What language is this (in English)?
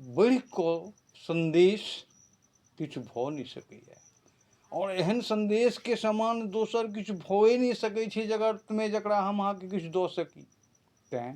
Maithili